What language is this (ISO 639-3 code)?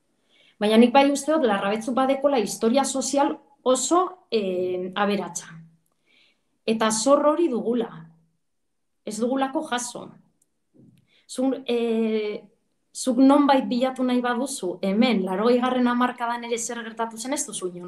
eus